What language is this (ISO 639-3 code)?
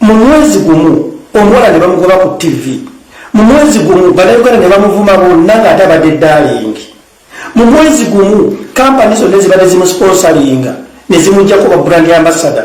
lug